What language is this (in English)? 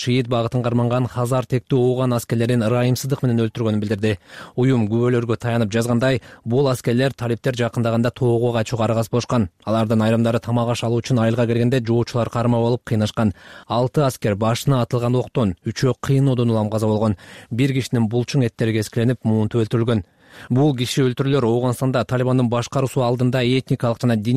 Kyrgyz